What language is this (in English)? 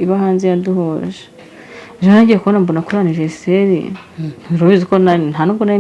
Kinyarwanda